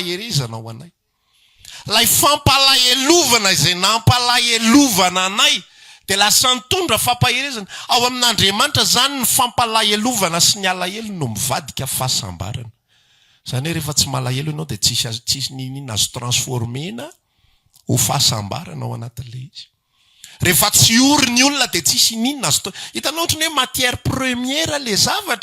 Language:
Malagasy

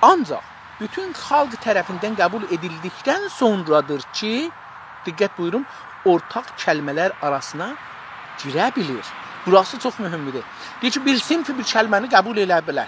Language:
South Azerbaijani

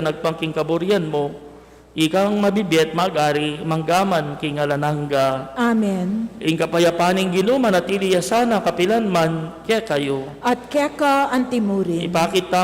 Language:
Pampanga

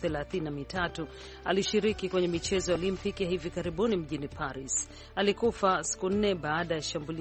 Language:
Swahili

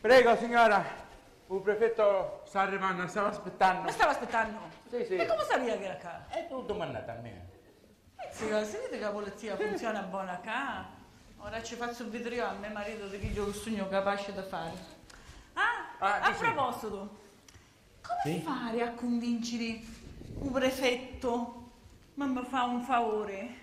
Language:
Sicilian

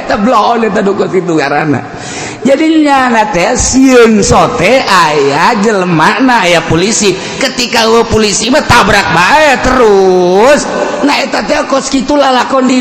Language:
Sundanese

